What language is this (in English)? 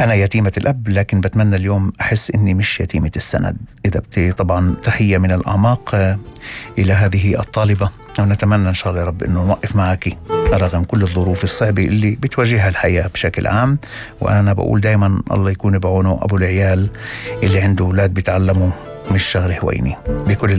North Levantine Arabic